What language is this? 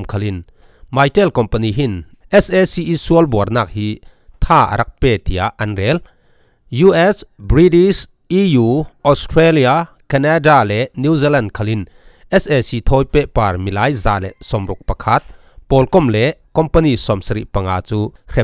Falam Chin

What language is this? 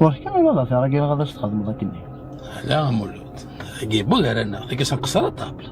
Kabyle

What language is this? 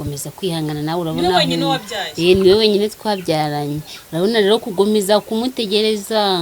Kinyarwanda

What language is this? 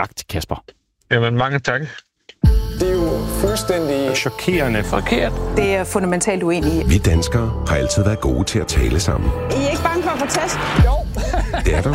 Danish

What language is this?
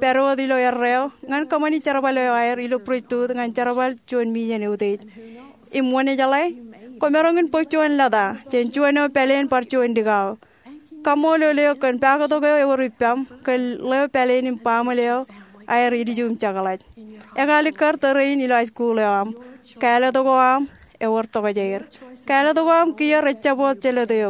Marshallese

